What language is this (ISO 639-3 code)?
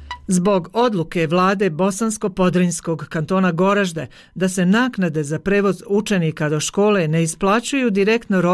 bos